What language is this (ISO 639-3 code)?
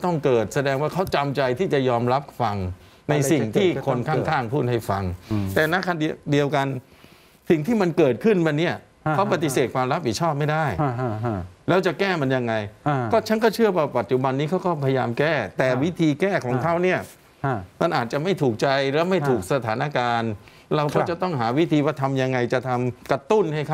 tha